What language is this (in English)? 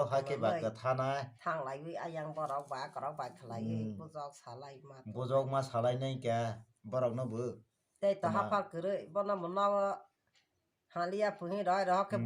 Kok Borok